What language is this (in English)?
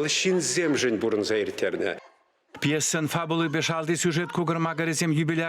Chuvash